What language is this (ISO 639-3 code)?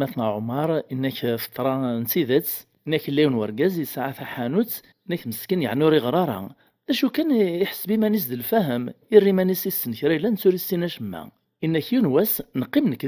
kab